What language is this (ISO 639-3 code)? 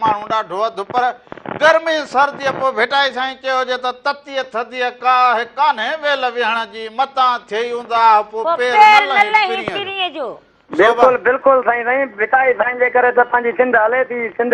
snd